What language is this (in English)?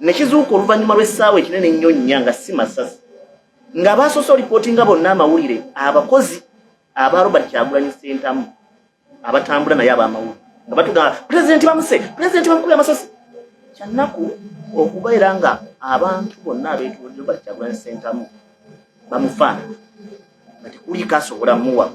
Ganda